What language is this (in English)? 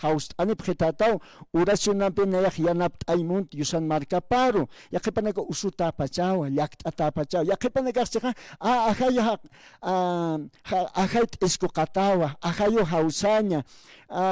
Aymara